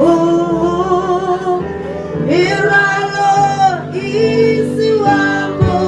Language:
Tswana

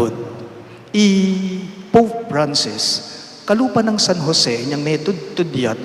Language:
Pampanga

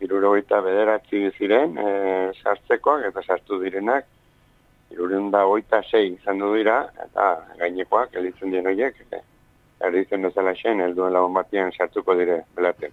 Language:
Basque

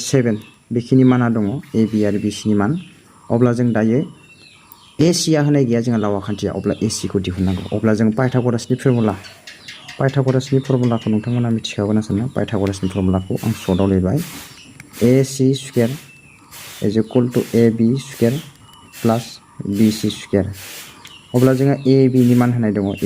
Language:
Bodo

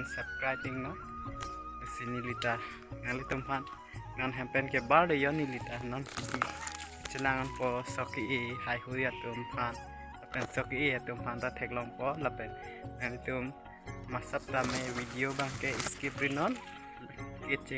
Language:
Karbi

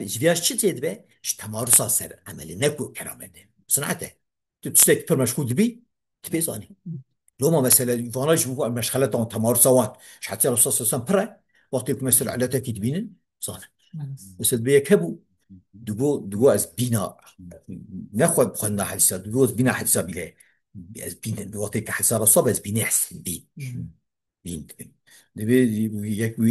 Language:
Kurdish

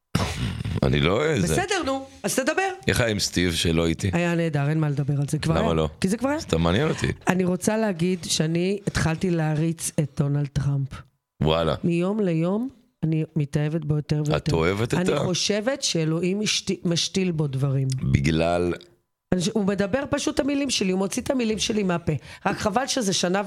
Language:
Hebrew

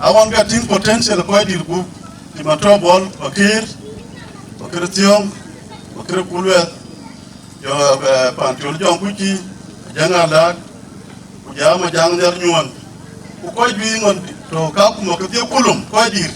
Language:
Dinka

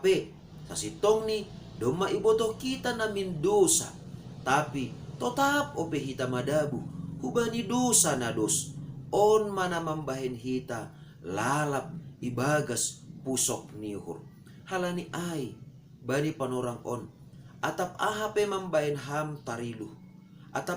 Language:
Batak Simalungun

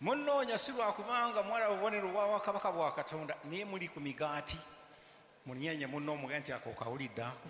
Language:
Ganda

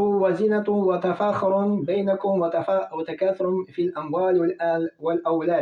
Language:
Tatar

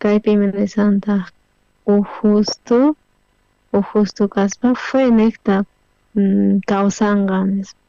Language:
South Bolivian Quechua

